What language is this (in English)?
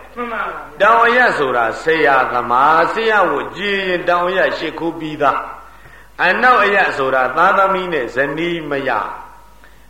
Burmese